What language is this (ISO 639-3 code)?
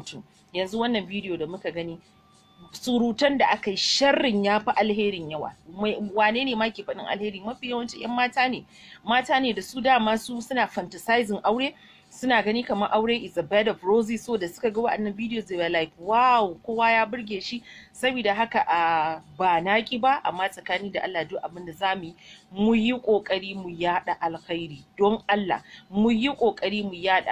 hau